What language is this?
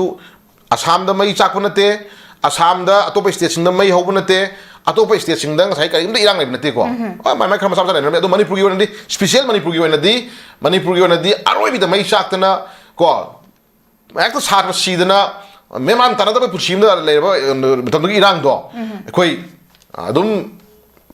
Manipuri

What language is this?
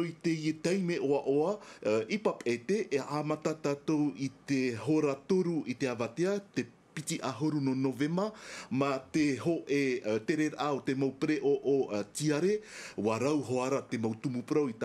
Tahitian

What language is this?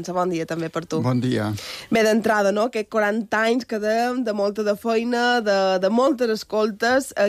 Catalan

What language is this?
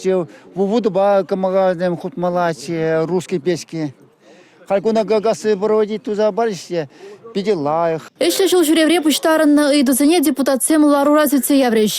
Chuvash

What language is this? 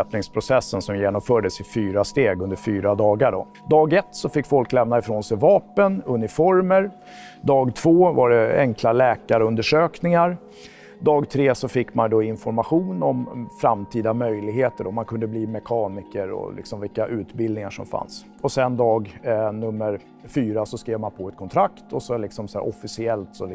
Swedish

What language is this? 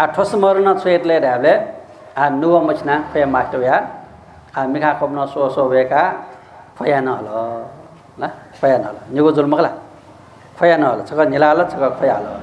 Newari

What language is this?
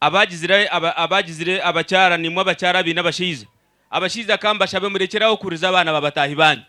Nyankole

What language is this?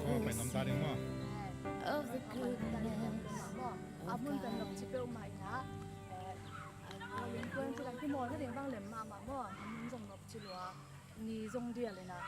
Tedim Chin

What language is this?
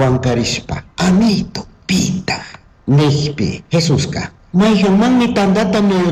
Chimborazo Highland Quichua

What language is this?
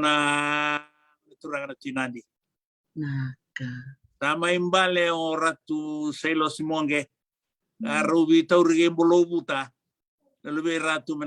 Fijian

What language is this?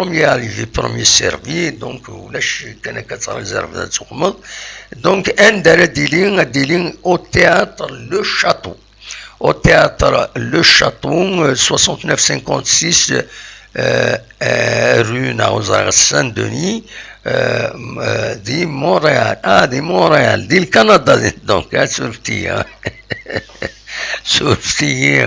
Kabyle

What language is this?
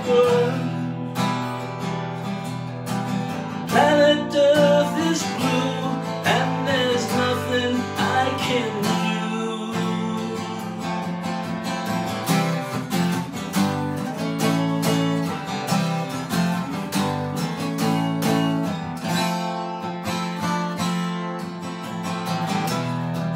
English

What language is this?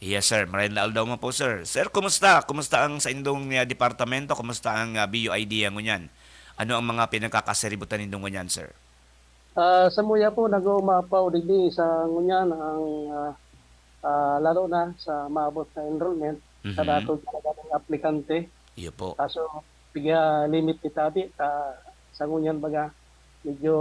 Bikol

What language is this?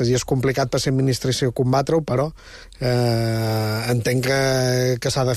Catalan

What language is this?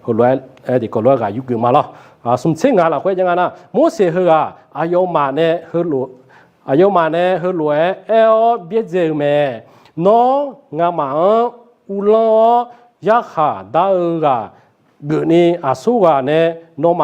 Akha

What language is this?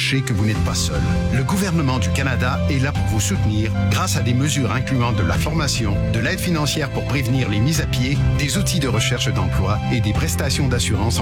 French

